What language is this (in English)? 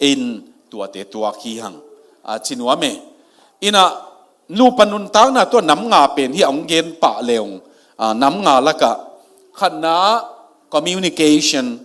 Tedim Chin